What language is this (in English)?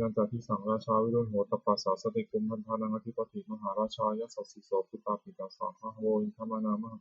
Pali